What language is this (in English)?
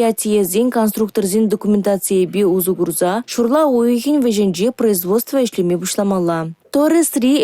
Chuvash